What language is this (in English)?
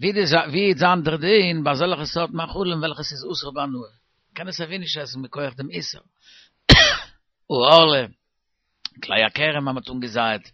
Yiddish